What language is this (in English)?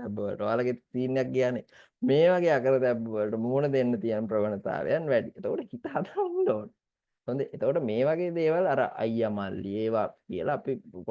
Sinhala